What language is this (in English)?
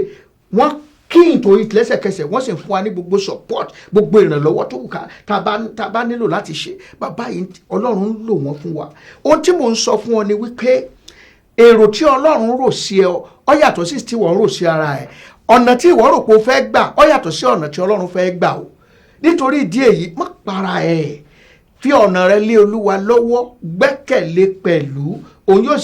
Yoruba